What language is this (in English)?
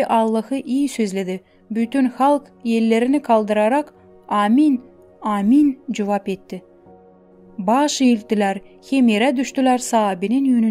Gagauz